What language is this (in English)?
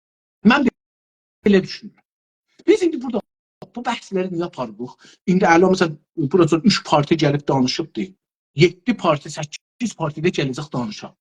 South Azerbaijani